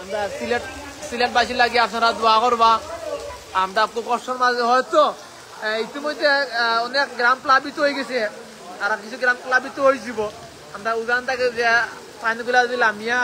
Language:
Sylheti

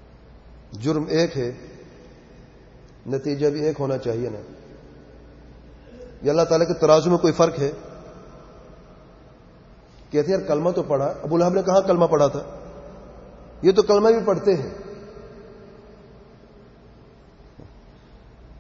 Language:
Urdu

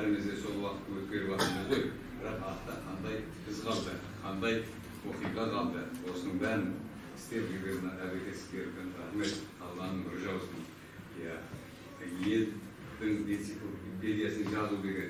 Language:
Kazakh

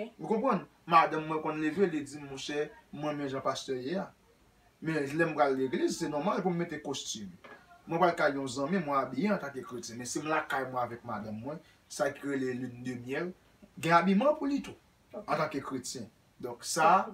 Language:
Haitian Creole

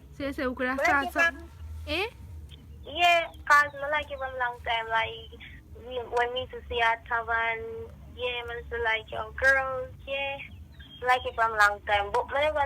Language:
Jamaican Creole English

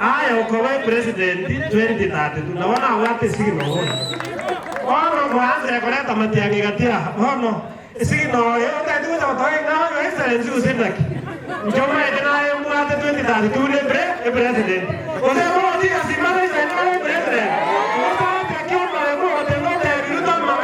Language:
Gusii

